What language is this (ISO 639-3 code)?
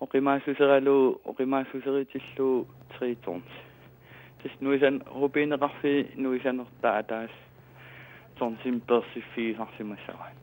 kal